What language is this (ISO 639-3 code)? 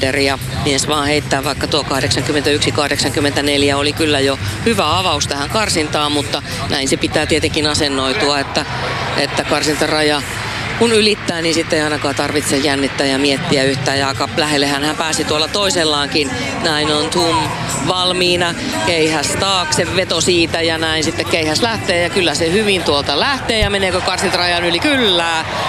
fin